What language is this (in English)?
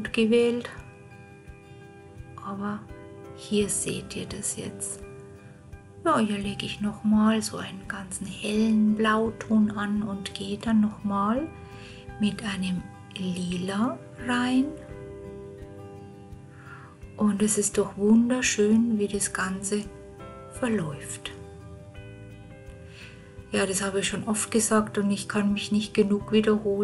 German